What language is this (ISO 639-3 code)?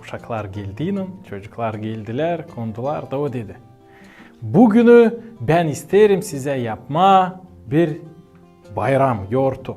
gag